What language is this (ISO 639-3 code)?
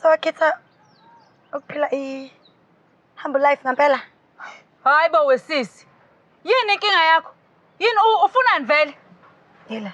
zul